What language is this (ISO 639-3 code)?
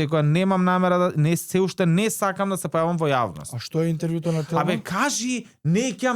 mkd